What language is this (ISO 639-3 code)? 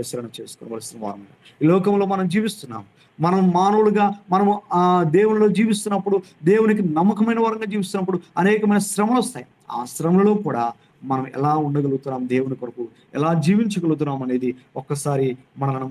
tel